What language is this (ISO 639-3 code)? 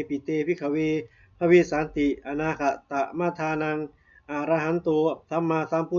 pli